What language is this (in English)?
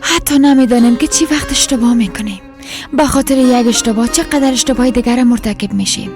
Persian